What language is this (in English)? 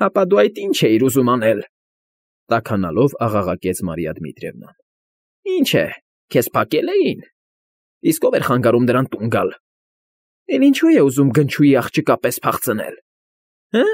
Armenian